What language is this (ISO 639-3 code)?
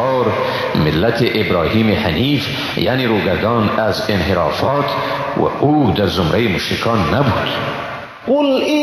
fas